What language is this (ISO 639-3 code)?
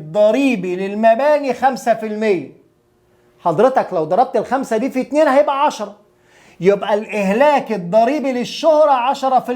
arz